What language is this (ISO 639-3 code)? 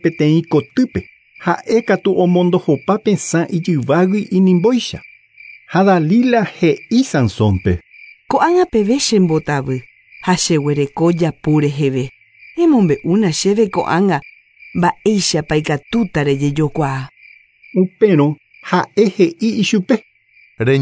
grn